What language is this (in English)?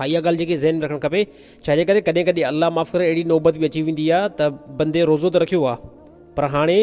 Sindhi